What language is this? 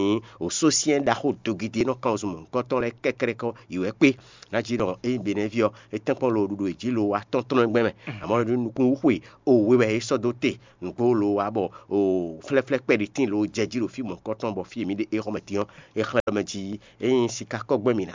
Fon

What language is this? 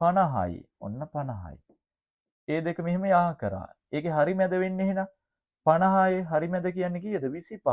Sinhala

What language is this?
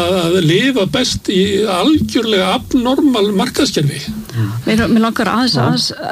Icelandic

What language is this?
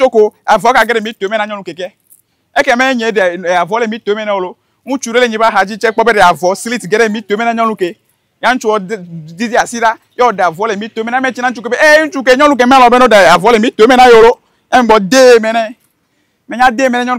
Ewe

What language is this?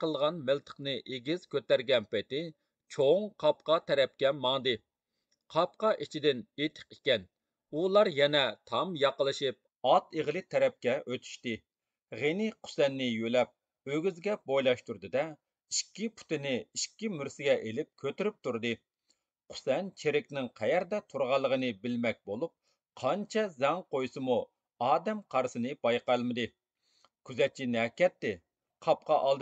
Uyghur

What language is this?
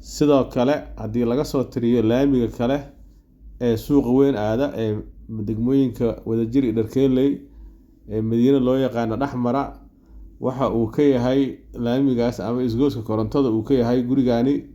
Somali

